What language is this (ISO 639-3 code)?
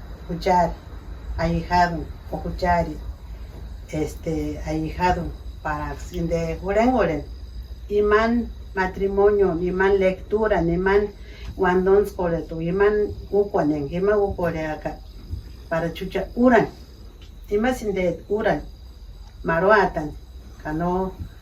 tsz